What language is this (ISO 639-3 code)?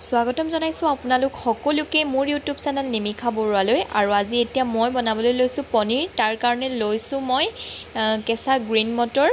asm